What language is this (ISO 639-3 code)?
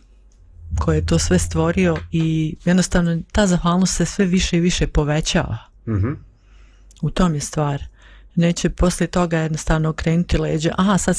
srp